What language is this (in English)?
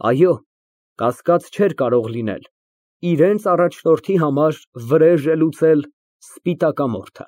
Armenian